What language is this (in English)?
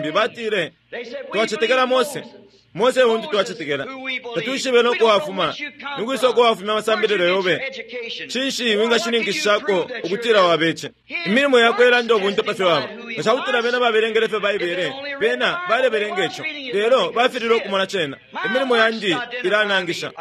Bemba